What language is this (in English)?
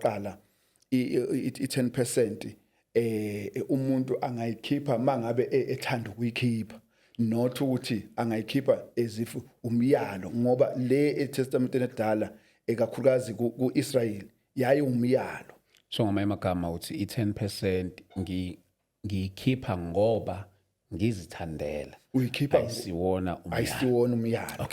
Zulu